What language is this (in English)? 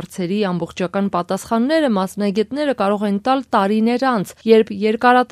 Armenian